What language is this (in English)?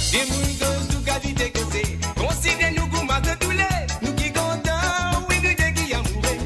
Morisyen